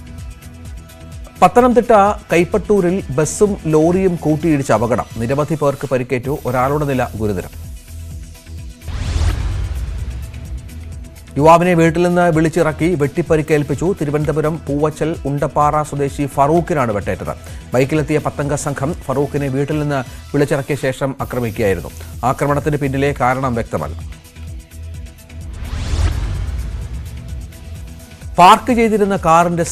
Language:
Malayalam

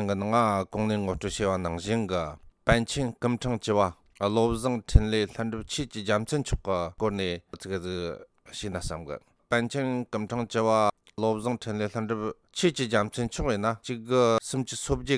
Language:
Tibetan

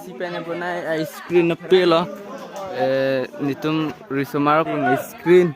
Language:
Karbi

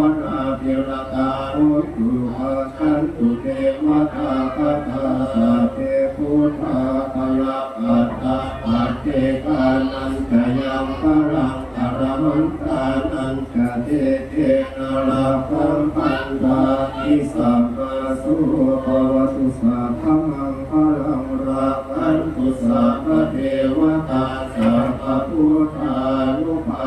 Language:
Pali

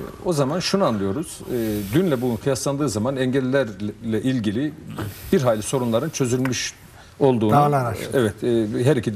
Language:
Turkish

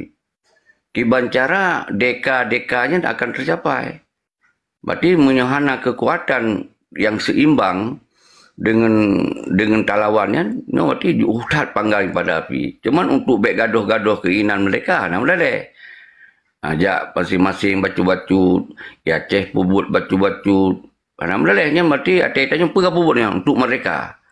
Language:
Achinese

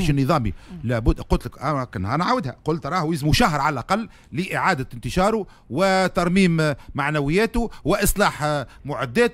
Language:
Tunisian Arabic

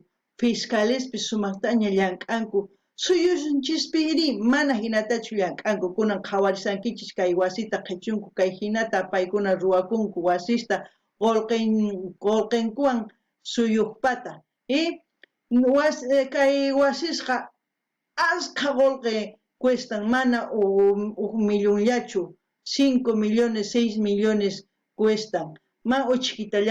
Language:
South Bolivian Quechua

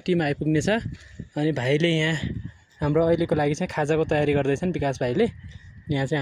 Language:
Nepali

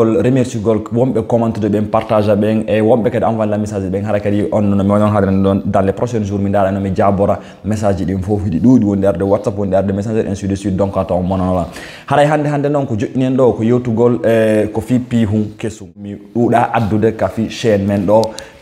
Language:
Fula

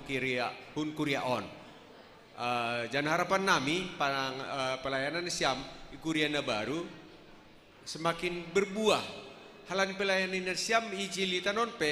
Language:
Batak Simalungun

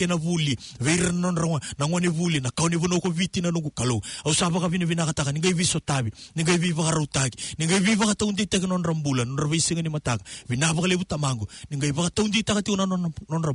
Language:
Fijian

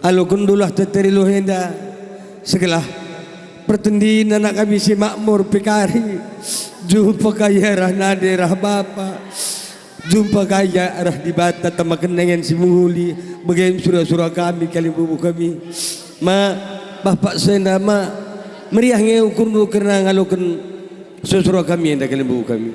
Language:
Batak Karo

